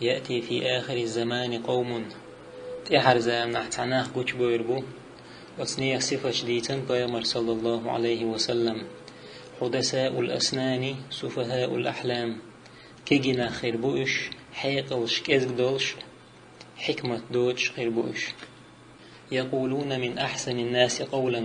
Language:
Chechen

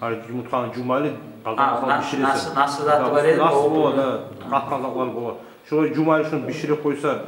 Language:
Kumyk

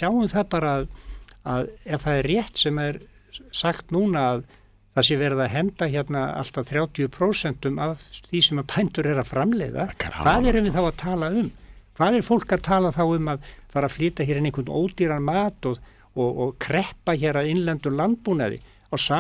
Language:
Icelandic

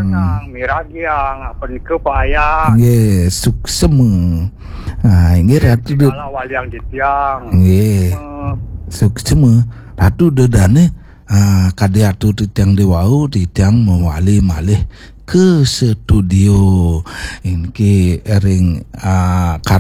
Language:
Balinese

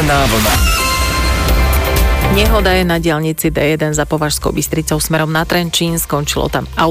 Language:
Slovak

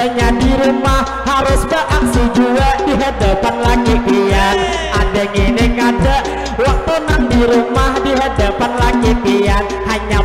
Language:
Banjar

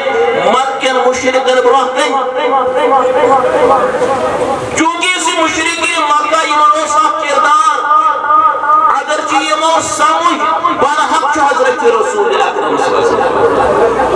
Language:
Kashmiri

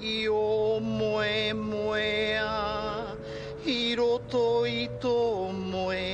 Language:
Māori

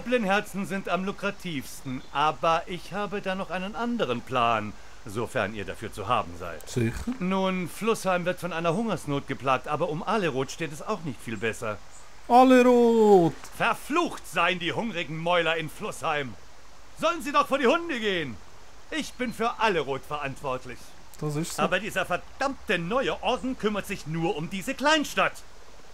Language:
Swiss German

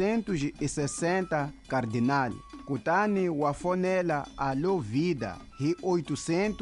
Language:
Tsonga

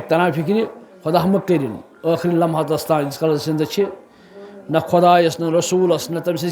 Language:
Kashmiri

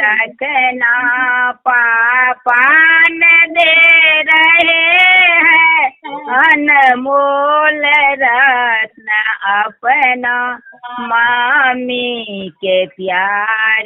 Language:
Maithili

